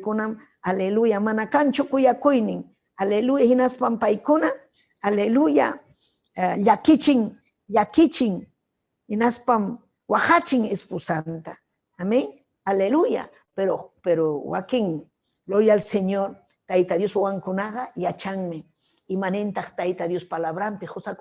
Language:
Ayacucho Quechua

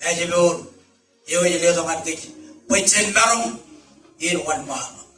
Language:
Marshallese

